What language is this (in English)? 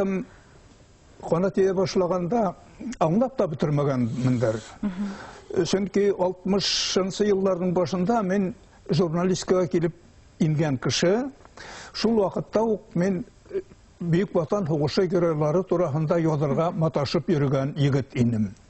Bashkir